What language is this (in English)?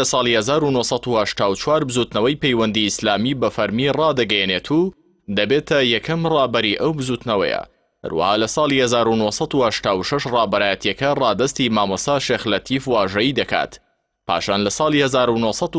Central Kurdish